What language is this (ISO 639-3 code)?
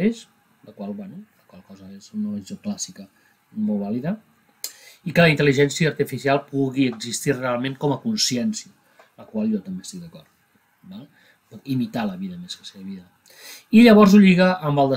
cat